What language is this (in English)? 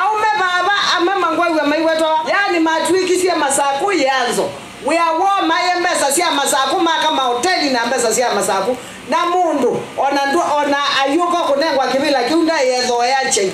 Kamba